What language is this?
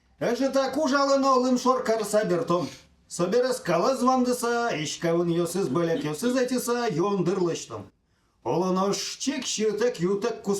Udmurt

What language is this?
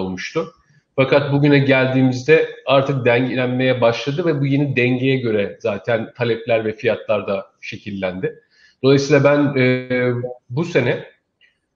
Turkish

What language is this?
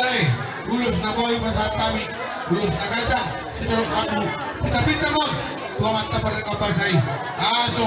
Batak Toba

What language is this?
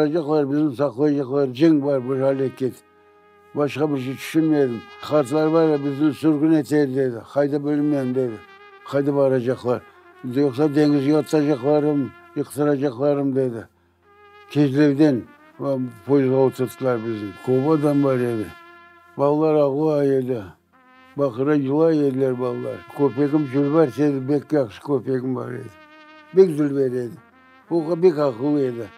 Crimean Tatar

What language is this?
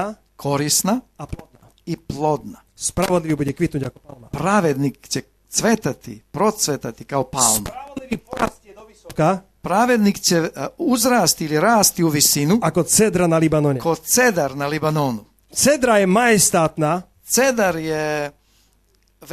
Slovak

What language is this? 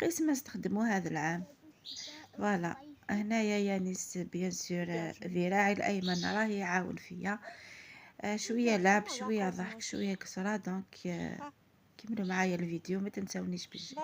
Algerian Arabic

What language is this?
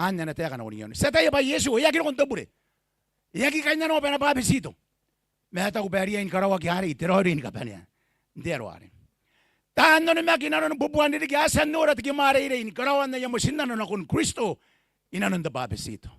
Gilbertese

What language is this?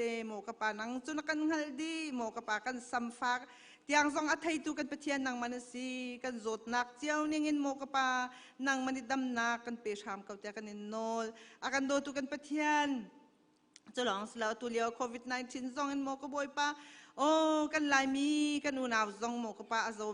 Hakha Chin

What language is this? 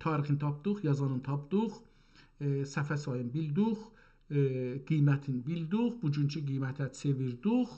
South Azerbaijani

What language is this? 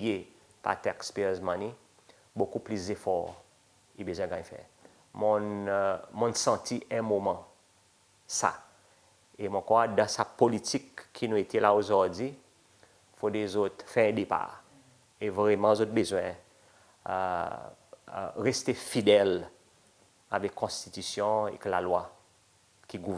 Seselwa Creole French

